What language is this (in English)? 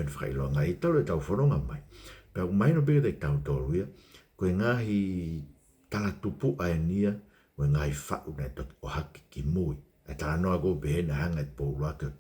Tongan